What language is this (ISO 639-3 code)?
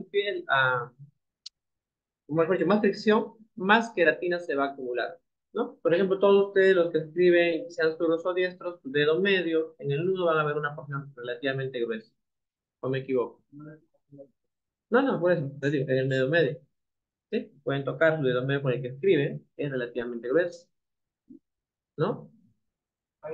spa